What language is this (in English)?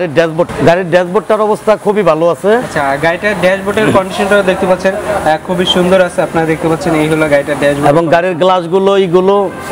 Bangla